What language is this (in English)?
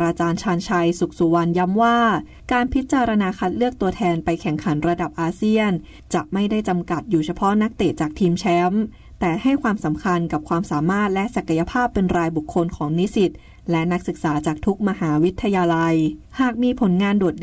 Thai